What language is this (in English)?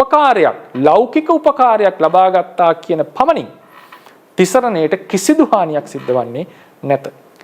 Sinhala